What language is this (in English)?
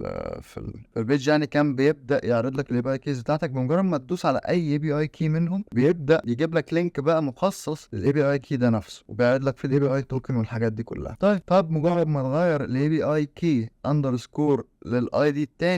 Egyptian Arabic